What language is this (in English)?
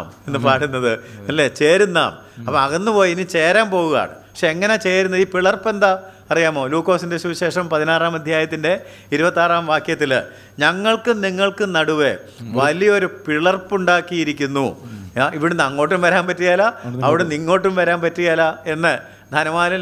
Malayalam